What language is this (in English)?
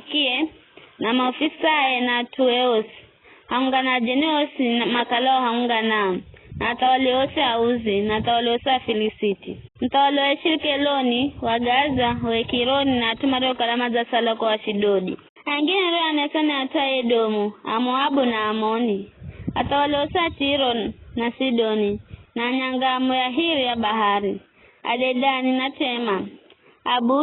Giryama